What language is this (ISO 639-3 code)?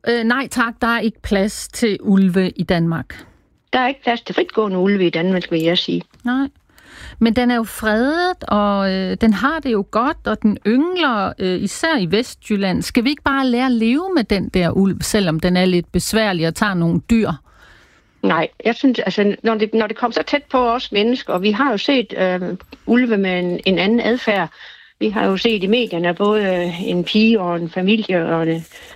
dan